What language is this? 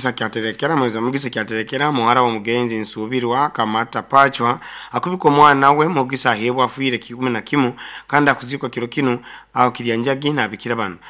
Nyoro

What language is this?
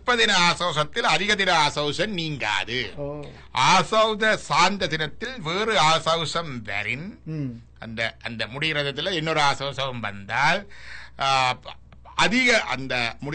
Tamil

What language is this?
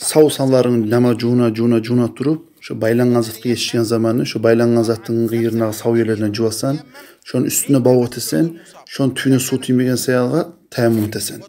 Kumyk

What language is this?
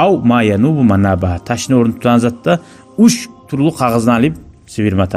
Kumyk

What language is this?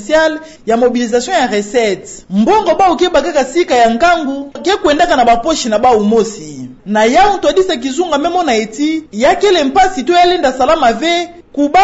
Kituba (Democratic Republic of Congo)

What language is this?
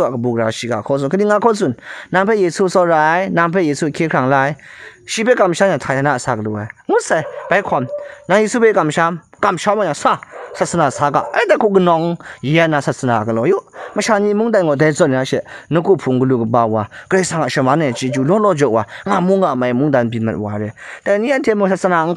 Kachin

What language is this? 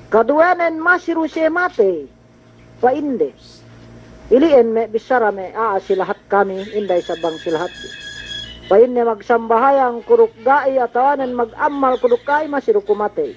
Yakan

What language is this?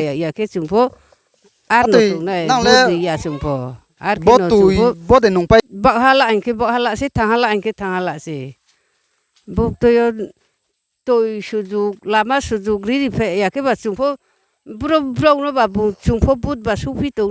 Riang (India)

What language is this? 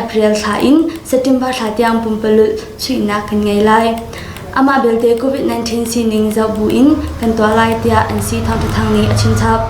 Hakha Chin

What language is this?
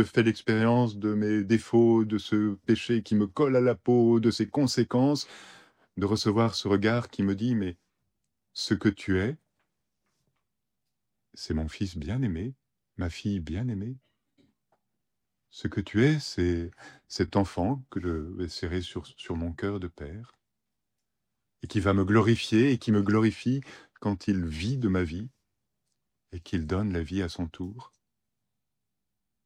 French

